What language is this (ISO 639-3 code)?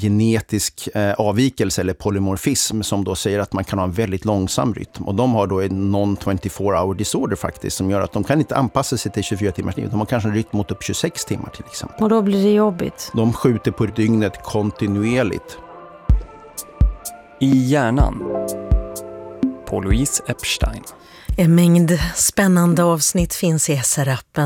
swe